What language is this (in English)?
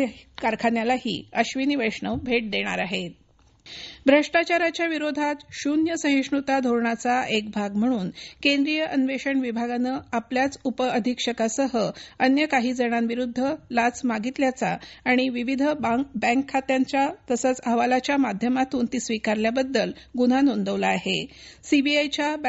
Marathi